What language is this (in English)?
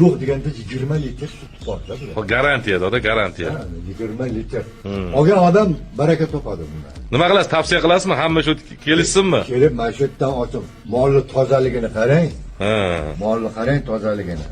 Uzbek